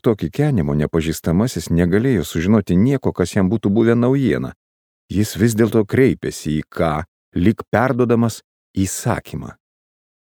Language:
Lithuanian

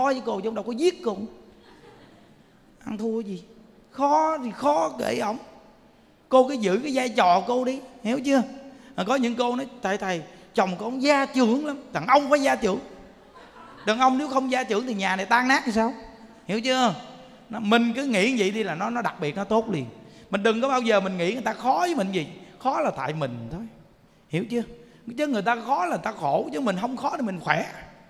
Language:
Vietnamese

